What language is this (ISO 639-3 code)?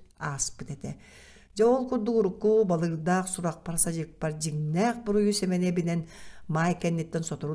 sah